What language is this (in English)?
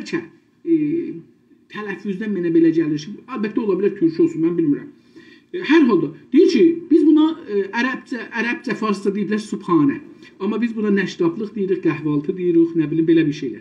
South Azerbaijani